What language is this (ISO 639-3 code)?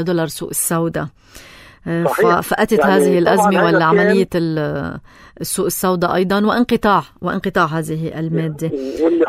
apc